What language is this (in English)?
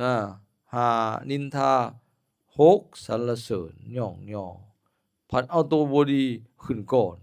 Lao